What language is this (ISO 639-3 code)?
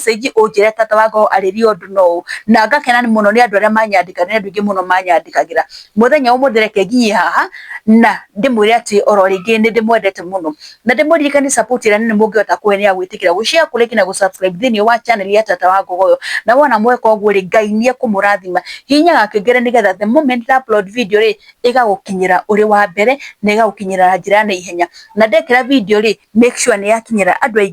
kik